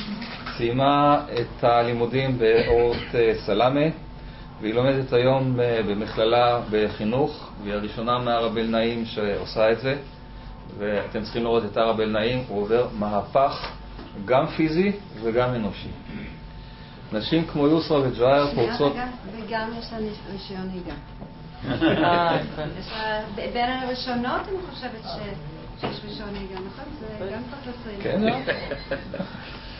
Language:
Hebrew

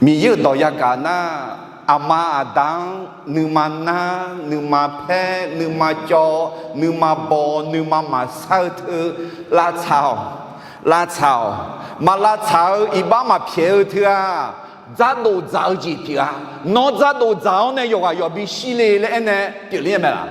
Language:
Akha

